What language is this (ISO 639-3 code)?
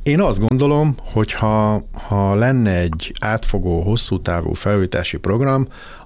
hun